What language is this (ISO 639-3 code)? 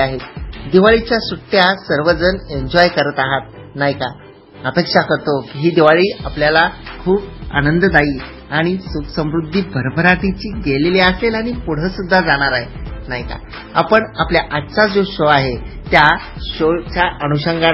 mar